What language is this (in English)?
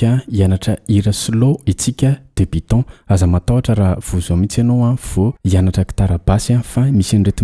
Malagasy